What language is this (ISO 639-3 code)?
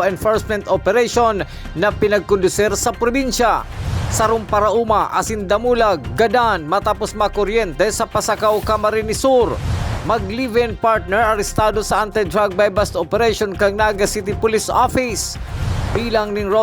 bik